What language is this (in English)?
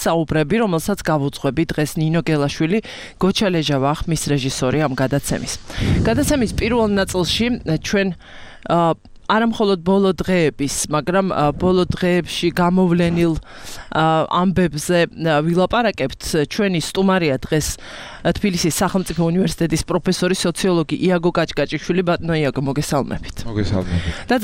Georgian